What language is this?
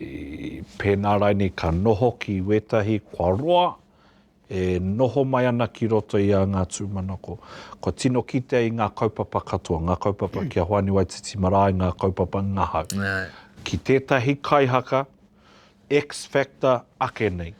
Māori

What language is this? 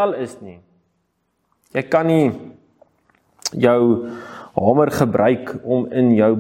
Afrikaans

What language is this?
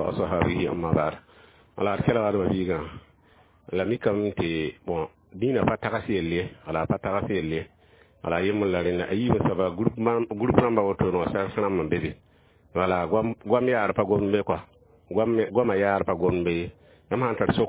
Mossi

